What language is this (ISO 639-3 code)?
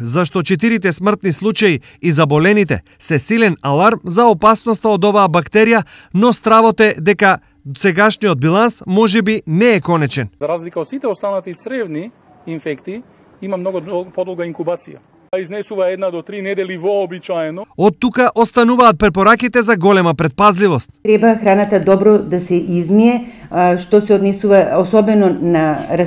mkd